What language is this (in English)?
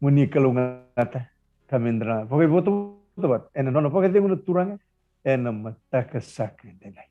Fijian